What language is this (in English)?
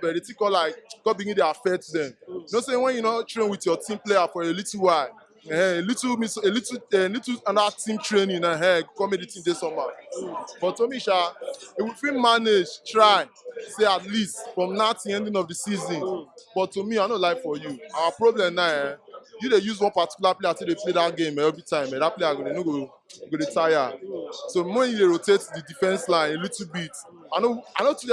Nigerian Pidgin